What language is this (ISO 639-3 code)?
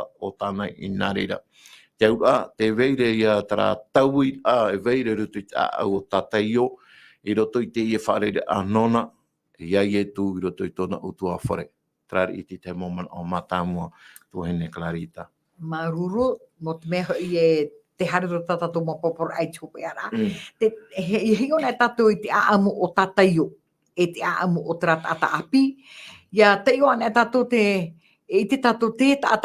tah